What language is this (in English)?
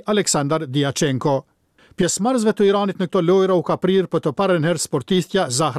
Albanian